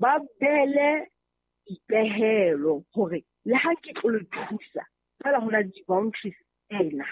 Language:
Southern Sotho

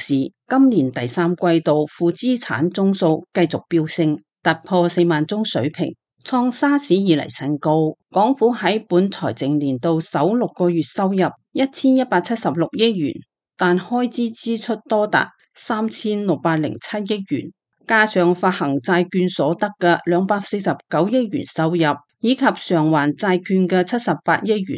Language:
Cantonese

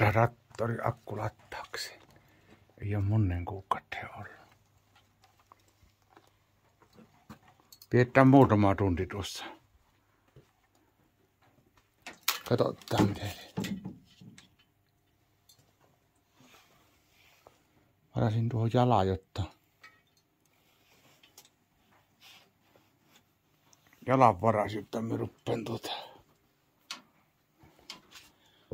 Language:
Finnish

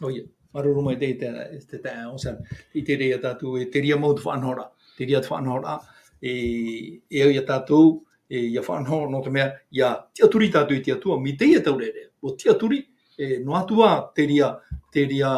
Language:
Tahitian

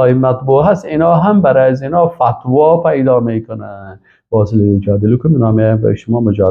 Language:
Persian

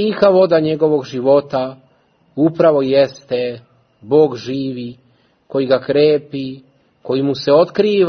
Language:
Serbian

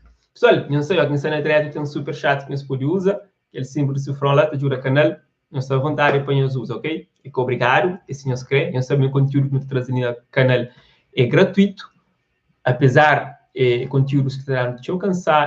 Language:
Kabuverdianu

